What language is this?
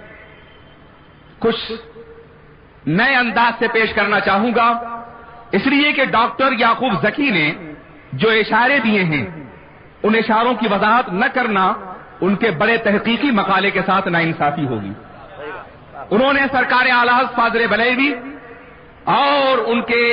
Urdu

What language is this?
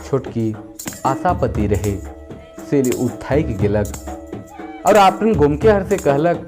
Sadri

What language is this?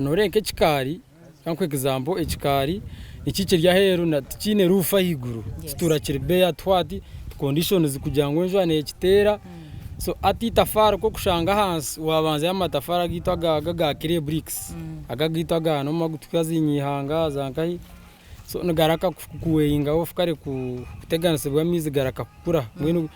Nyankole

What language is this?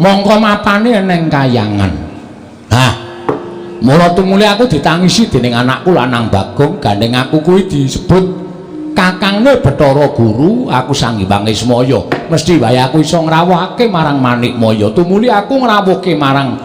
Javanese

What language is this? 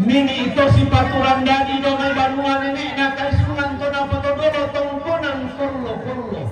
Toraja-Sa'dan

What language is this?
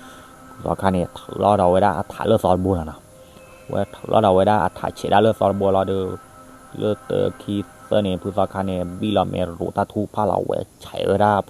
S'gaw Karen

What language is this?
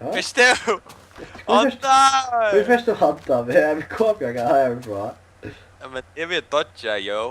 Faroese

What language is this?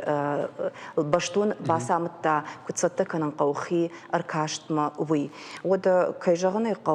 Ossetic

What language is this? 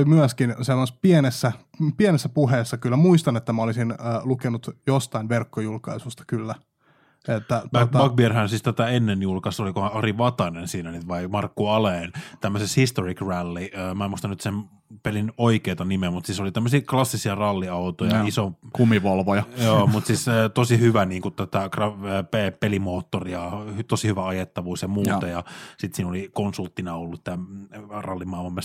Finnish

